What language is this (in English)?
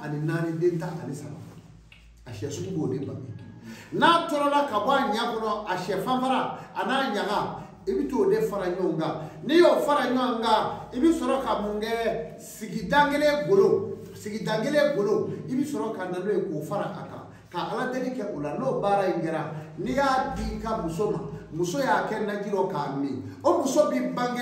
Bambara